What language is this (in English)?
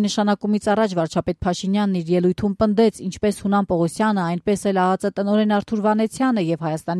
Armenian